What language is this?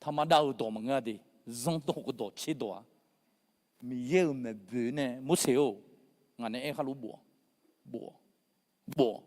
Akha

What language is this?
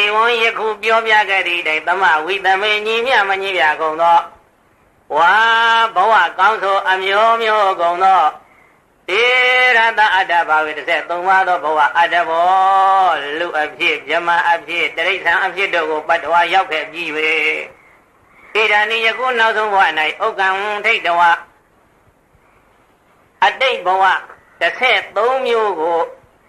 Burmese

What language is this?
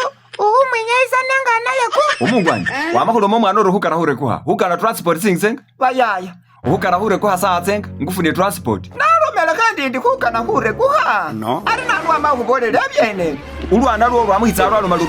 Masaaba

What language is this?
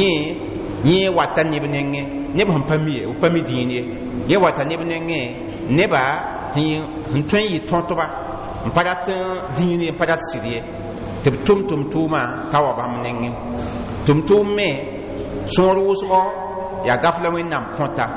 Mossi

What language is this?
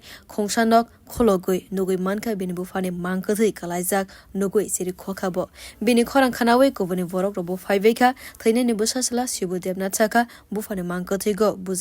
Kok Borok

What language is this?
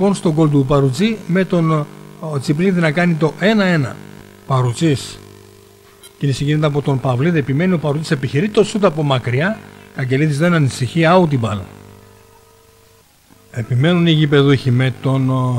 Greek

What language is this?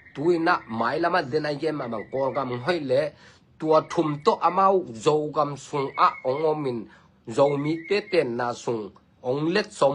Tedim Chin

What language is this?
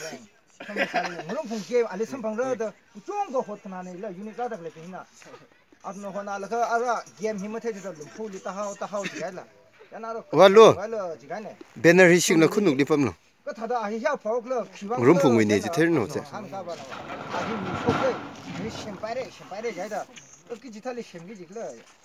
Tangkhul Naga (India)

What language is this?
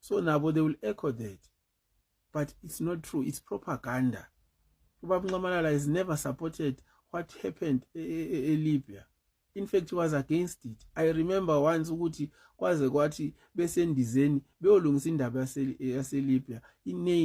Zulu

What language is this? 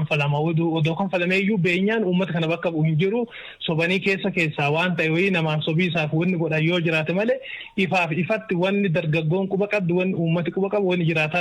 Oromo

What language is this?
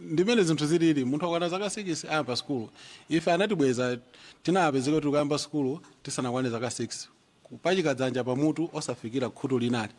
Nyanja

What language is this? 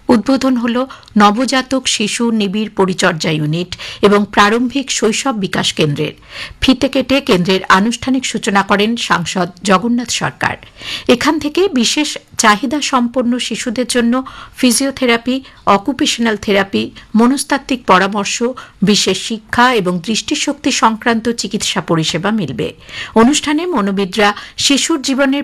Bangla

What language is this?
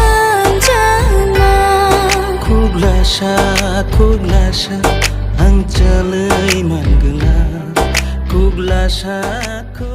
Kok Borok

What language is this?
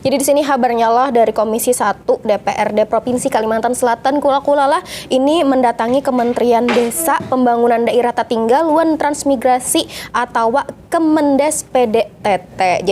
Banjar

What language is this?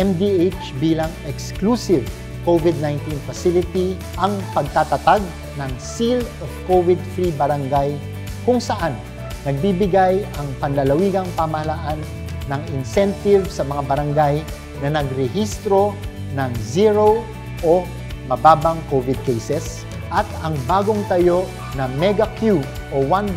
Filipino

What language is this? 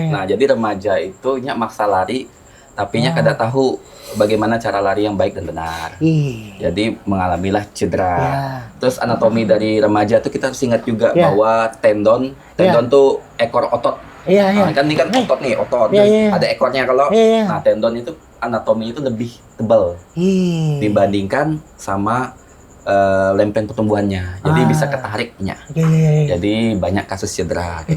Banjar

